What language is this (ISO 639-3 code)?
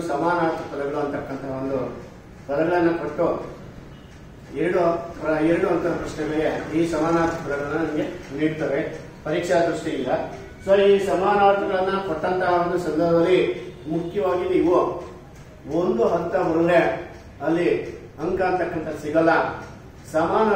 kan